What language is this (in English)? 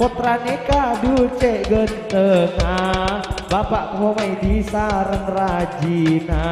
Madurese